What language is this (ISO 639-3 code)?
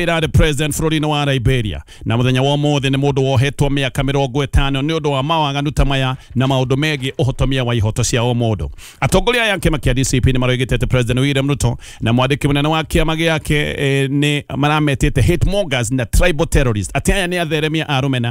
kik